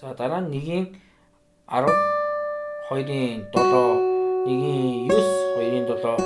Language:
Mongolian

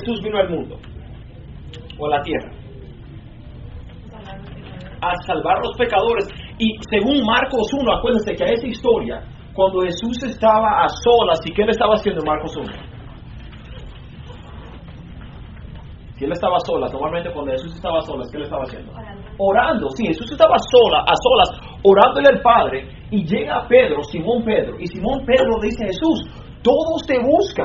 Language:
Spanish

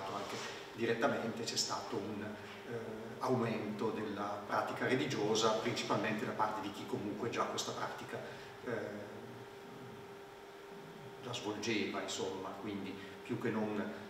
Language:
Italian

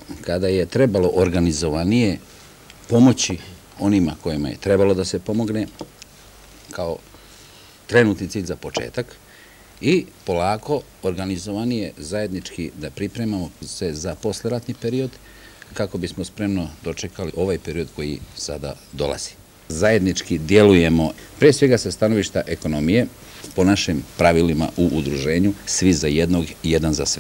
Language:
Serbian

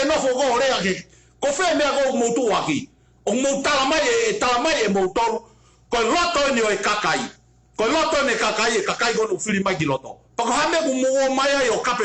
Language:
Tongan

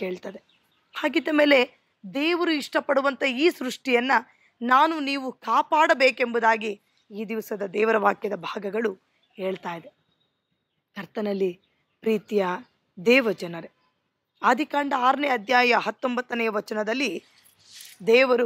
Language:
Kannada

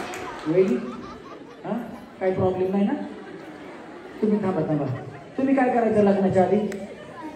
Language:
Marathi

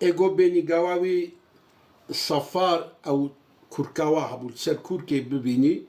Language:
Kurdish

